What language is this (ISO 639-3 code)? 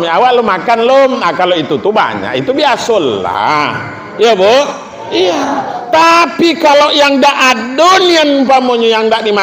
min